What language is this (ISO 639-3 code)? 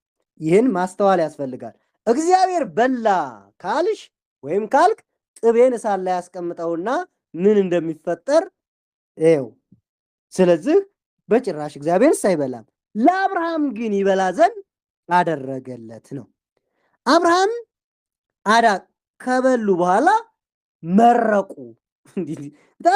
amh